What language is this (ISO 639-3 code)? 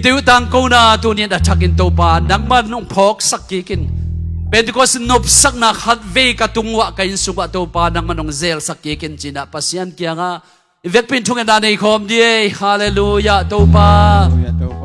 ctd